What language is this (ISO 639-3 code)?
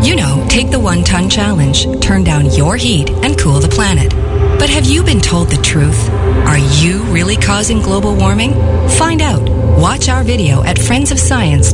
eng